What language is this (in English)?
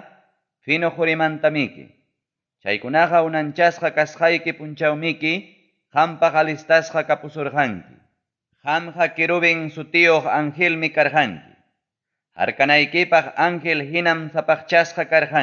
Ayacucho Quechua